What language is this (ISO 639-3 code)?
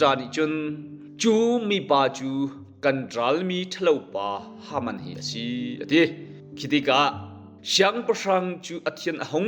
cnh